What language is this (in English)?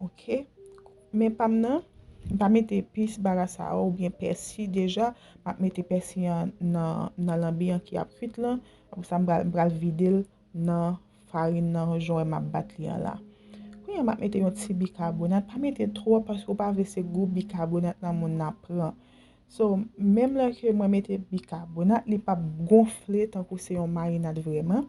Haitian Creole